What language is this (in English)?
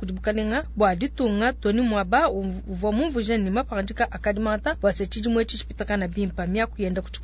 Luba-Lulua